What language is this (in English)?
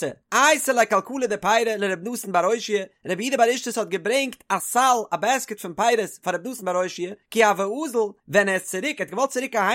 Yiddish